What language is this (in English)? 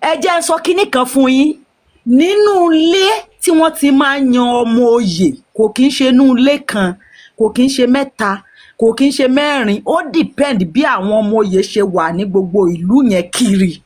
Yoruba